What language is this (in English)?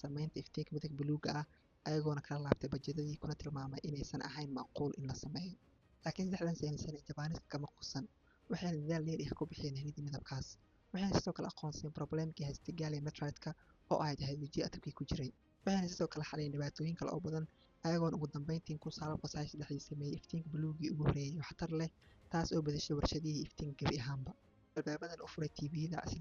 Somali